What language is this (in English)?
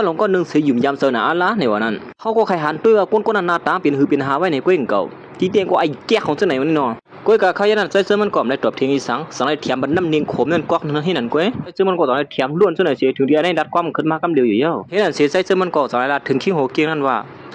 Shan